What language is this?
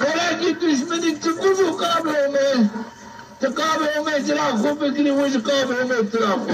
Zaza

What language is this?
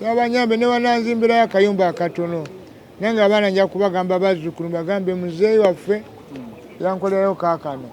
Ganda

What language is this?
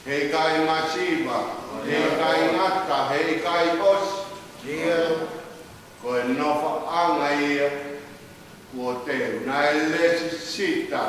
Tongan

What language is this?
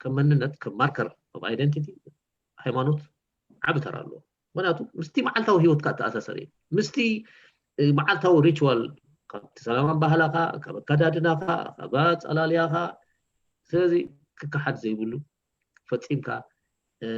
Tigrinya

